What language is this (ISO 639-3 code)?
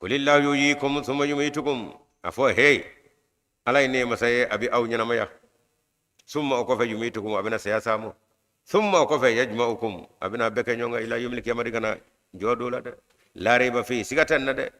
bam